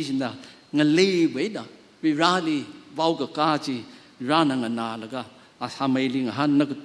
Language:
Tangkhul Naga (India)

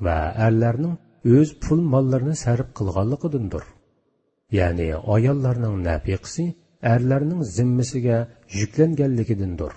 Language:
Uyghur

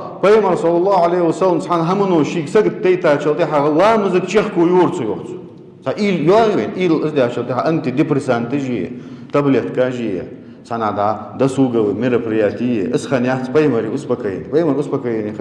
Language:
Ingush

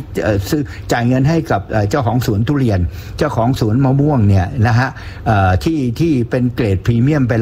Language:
Thai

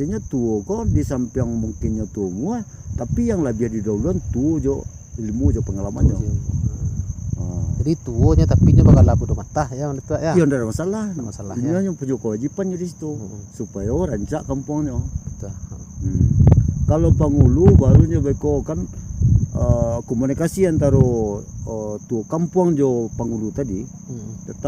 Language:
Minangkabau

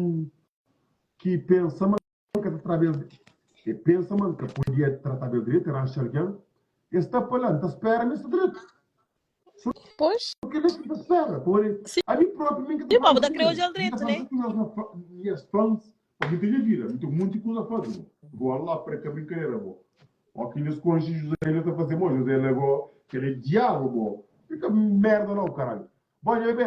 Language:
Kabuverdianu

